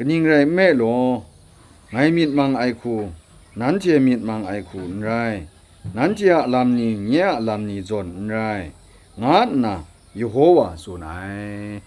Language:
Kachin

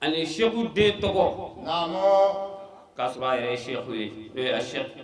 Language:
Bambara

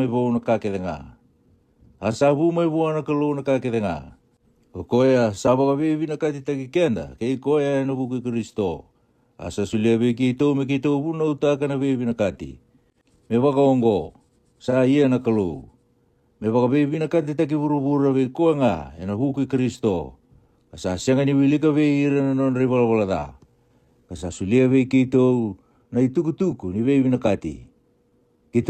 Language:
Fijian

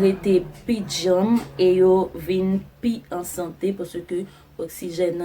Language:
Haitian Creole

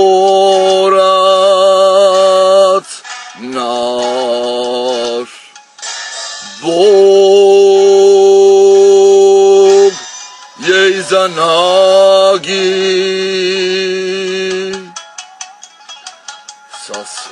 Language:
Croatian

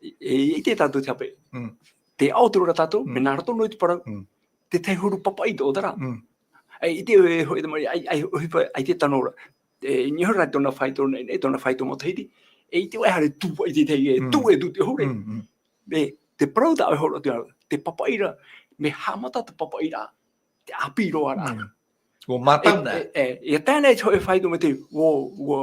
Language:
Tahitian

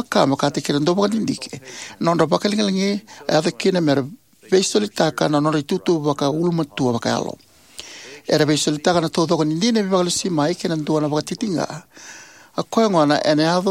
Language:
Fijian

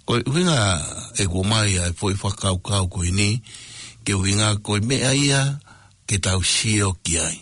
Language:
Tongan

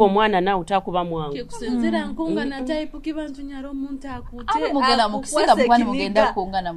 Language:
Nyoro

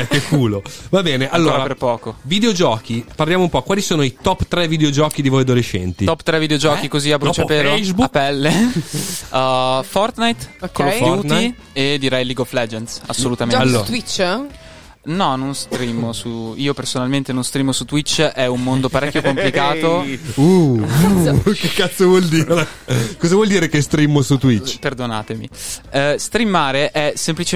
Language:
Italian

